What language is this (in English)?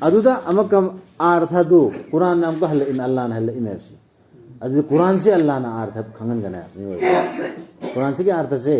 Manipuri